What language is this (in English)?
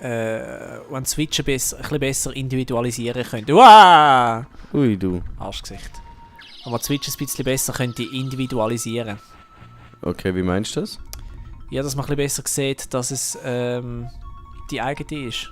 Swiss German